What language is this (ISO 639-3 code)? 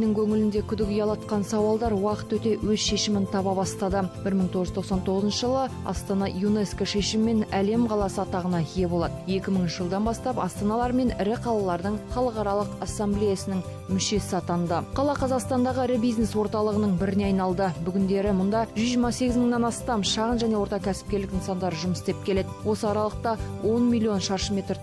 kaz